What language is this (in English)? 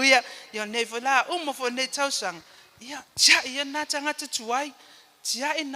Samoan